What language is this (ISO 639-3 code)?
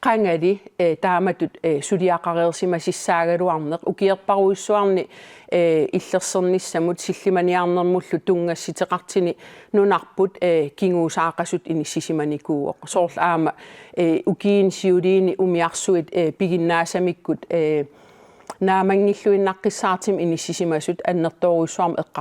kal